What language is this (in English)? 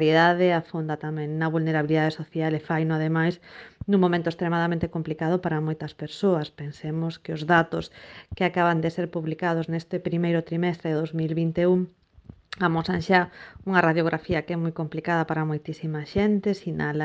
Galician